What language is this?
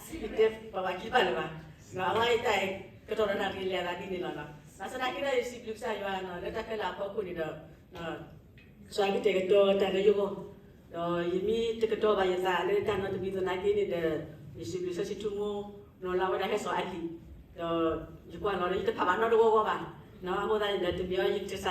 S'gaw Karen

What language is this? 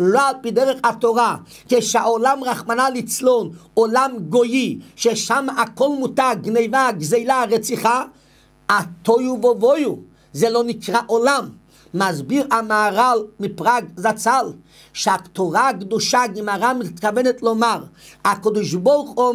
Hebrew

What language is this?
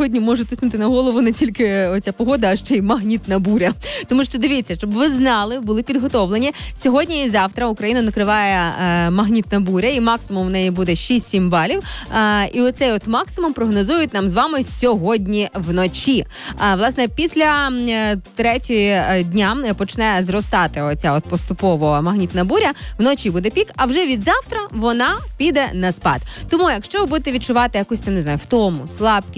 Ukrainian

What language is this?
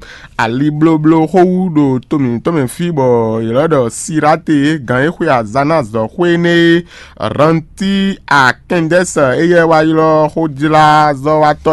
Fon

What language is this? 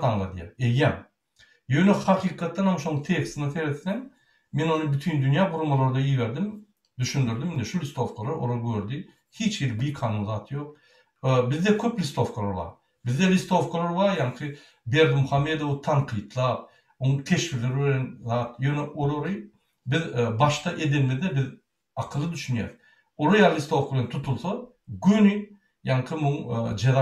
Turkmen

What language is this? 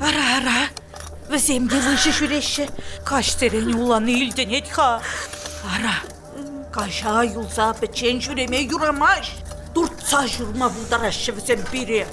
Chuvash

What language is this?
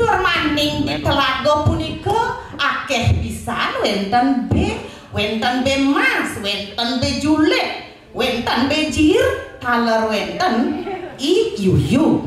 Balinese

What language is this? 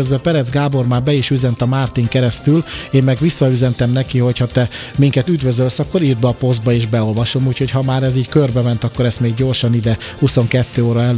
Hungarian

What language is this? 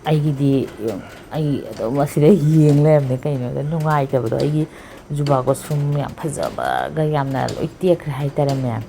Manipuri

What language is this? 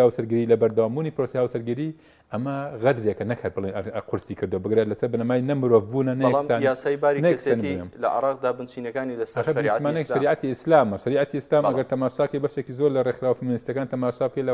Central Kurdish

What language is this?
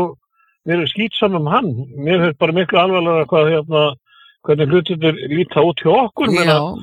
Icelandic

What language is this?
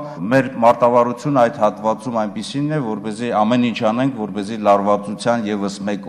Armenian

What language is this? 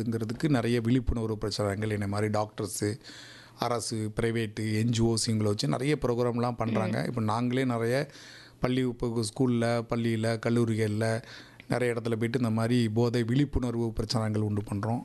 Tamil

